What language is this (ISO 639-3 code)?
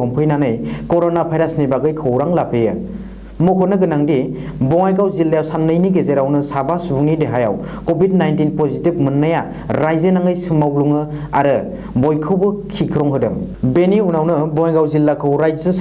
brx